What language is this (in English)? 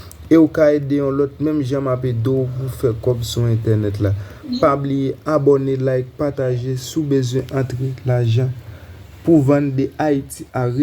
Haitian Creole